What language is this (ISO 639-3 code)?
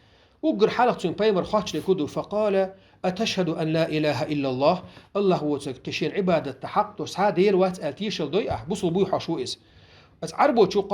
che